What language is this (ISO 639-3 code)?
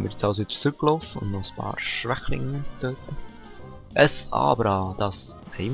gsw